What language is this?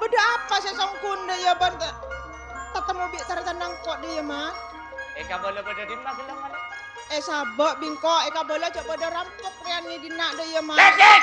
Madurese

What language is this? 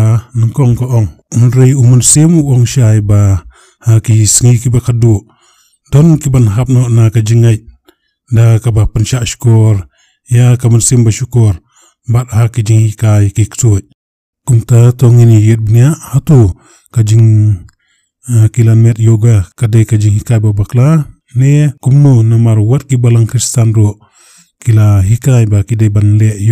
Khasi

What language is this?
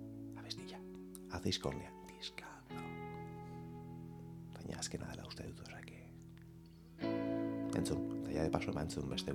Basque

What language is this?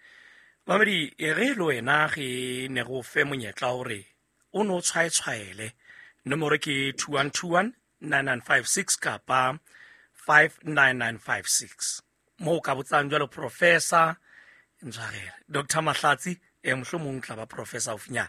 Southern Sotho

